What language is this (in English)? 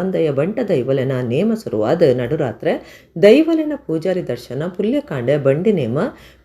Tulu